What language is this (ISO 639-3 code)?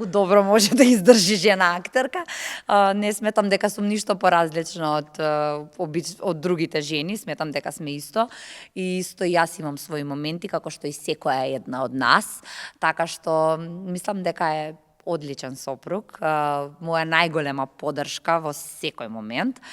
mkd